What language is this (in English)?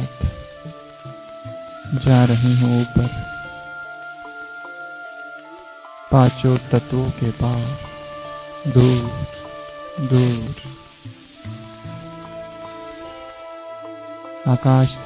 Hindi